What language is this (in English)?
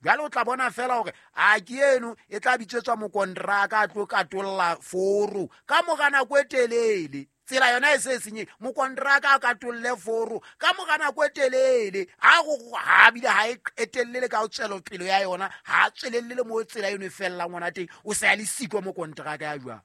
Southern Sotho